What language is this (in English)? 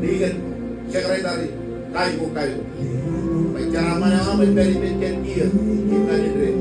Marshallese